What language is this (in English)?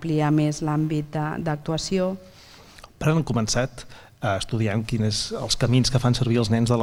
Catalan